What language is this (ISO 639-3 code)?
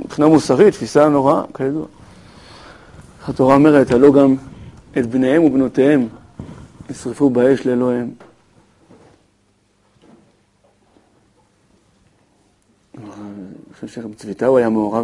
heb